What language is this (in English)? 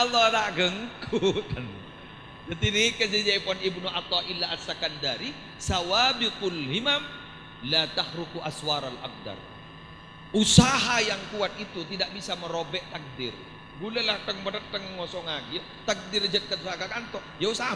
Madurese